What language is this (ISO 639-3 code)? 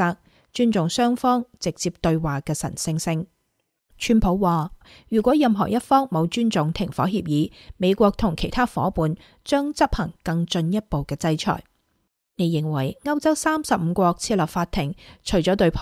yue